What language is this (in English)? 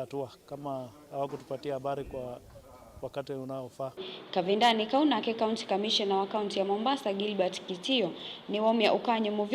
Kamba